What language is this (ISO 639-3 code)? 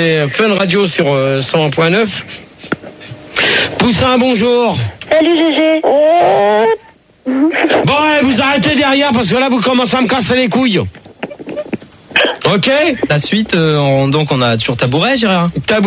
fra